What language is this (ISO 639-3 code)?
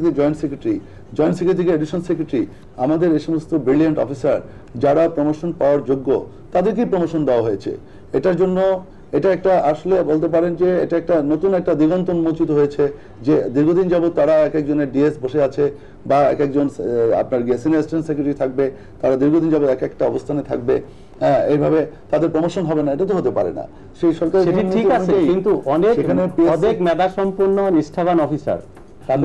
ben